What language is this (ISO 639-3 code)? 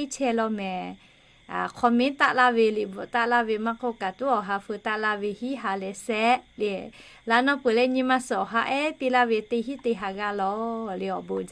lhu